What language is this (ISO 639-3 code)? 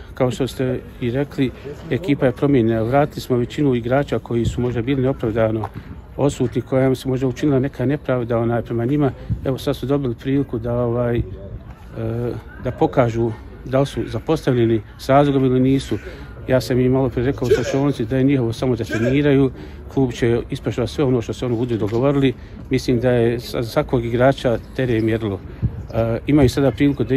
bos